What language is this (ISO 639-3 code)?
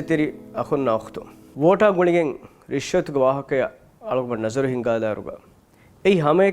div